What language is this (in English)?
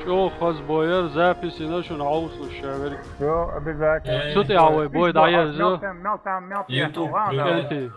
Chechen